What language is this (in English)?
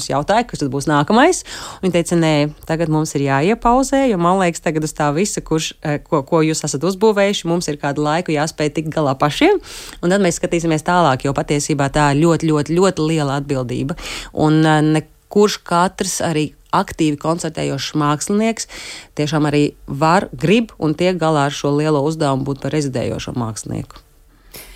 Latvian